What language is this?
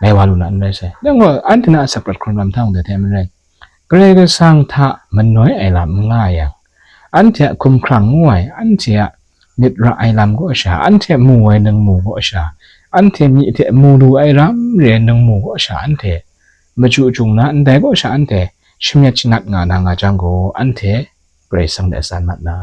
Kachin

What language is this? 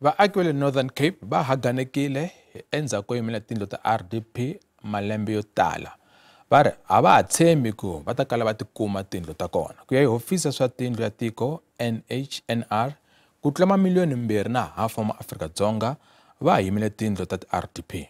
Tsonga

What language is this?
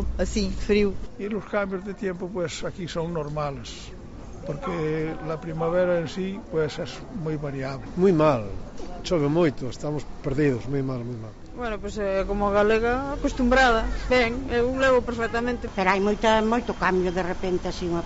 Galician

